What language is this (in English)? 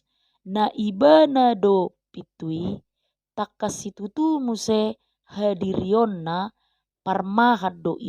Batak Toba